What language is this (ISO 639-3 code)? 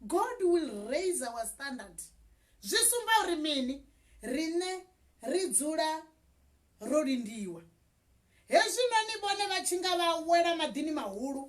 ven